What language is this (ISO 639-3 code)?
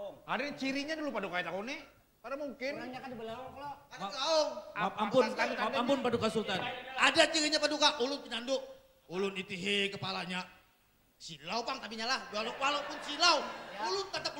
bjn